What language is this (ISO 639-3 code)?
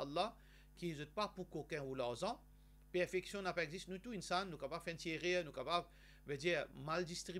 mfe